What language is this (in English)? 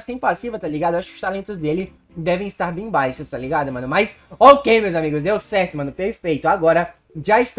Portuguese